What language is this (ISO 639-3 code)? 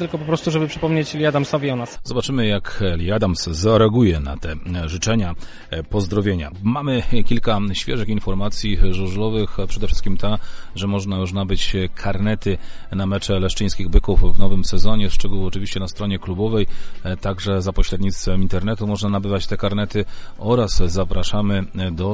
pol